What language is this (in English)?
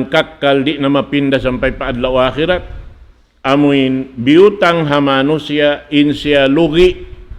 Tausug